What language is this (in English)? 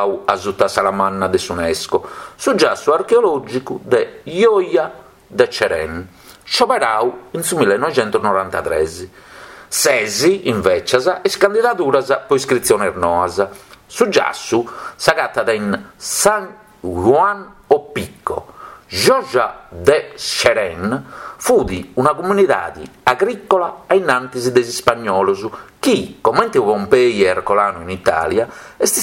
Sardinian